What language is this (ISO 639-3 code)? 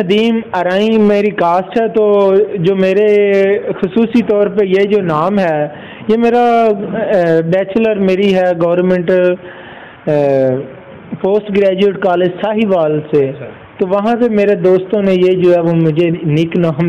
urd